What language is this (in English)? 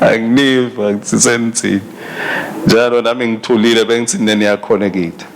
Swati